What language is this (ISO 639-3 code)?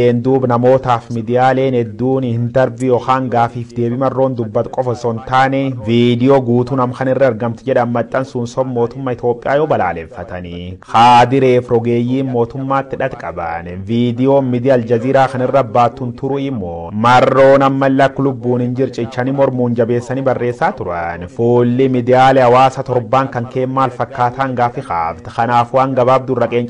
orm